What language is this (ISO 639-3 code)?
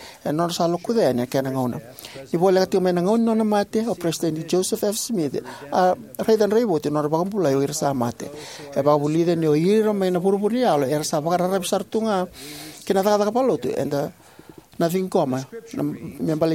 fij